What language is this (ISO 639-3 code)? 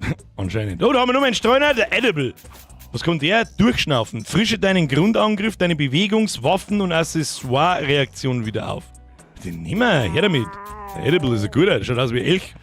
bar